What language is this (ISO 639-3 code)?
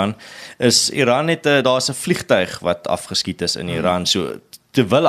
afr